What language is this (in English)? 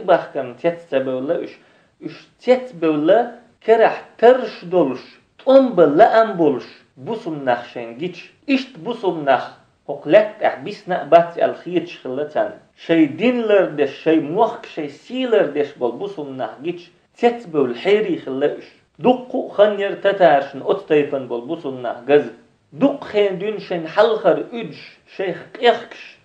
Chechen